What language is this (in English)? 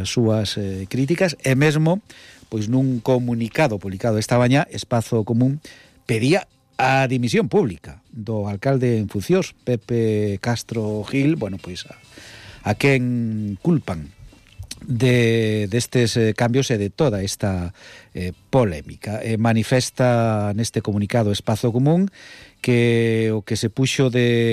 Galician